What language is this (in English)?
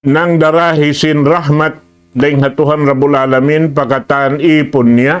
Tausug